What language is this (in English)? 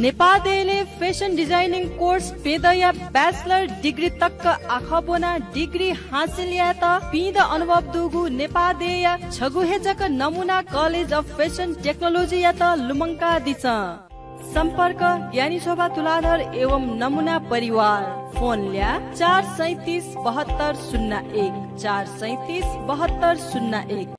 Newari